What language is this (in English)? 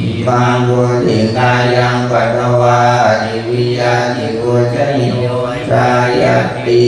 Pali